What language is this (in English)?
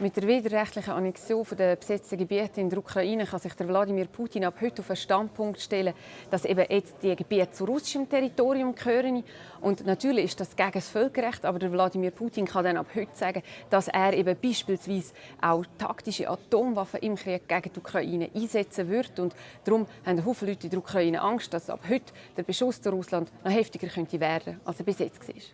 Swiss German